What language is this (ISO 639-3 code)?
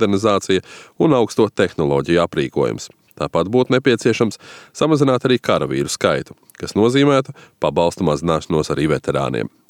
lav